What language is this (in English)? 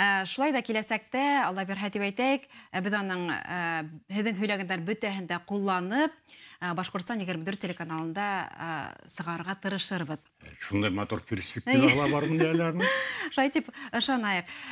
Bashkir